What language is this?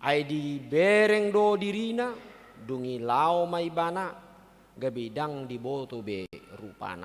Batak Toba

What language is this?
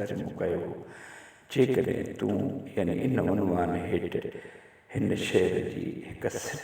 Sindhi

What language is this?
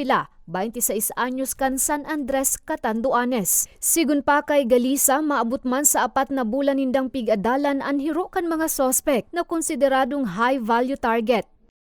Bikol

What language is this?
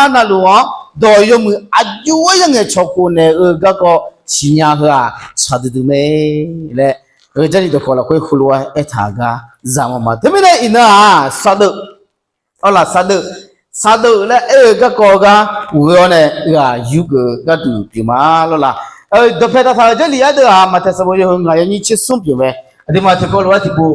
Akha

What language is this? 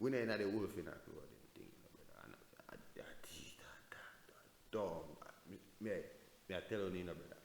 Jamaican Creole English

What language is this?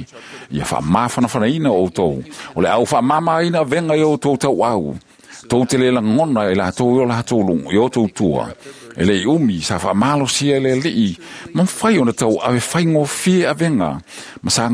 Samoan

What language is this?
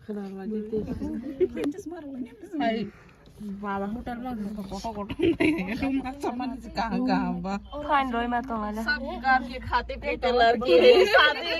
Kok Borok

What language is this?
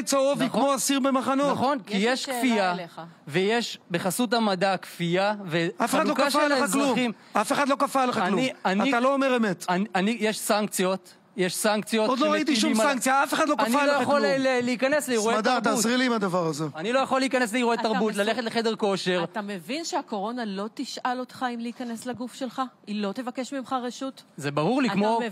Hebrew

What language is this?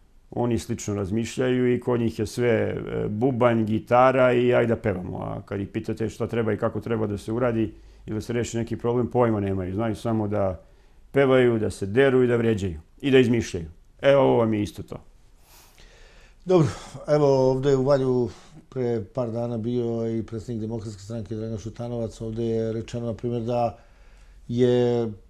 Serbian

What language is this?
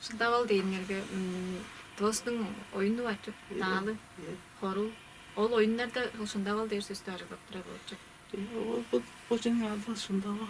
Tuvinian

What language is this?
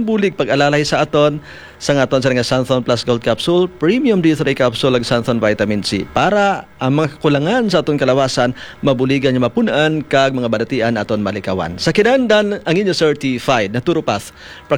Hiligaynon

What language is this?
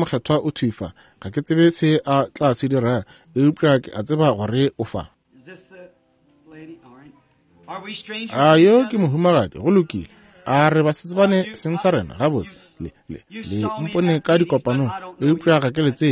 Northern Sotho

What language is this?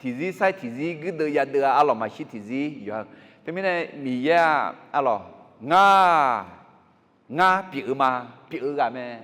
Akha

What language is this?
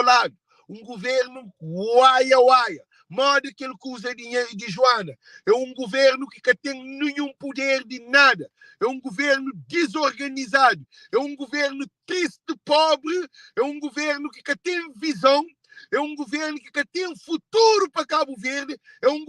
Kabuverdianu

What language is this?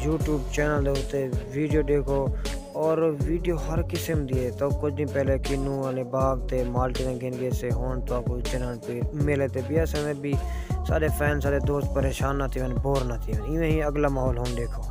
Saraiki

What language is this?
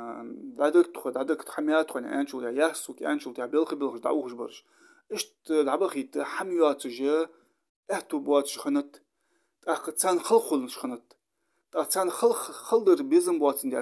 Ingush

